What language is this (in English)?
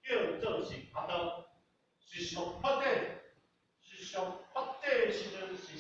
Min Nan Chinese